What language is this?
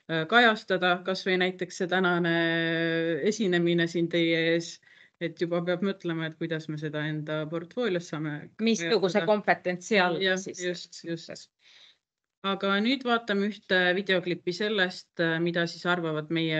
Estonian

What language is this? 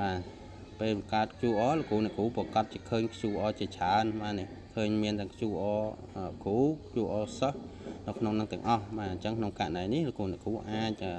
Khmer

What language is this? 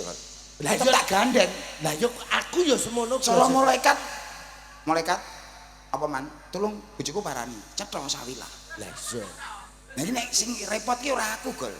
Javanese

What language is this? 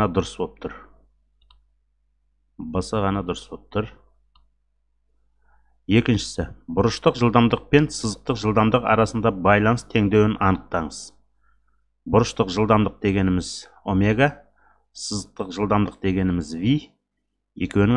Kazakh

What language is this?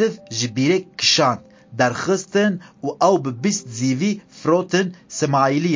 Kurdish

